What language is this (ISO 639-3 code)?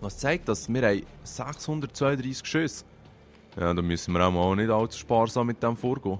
gsw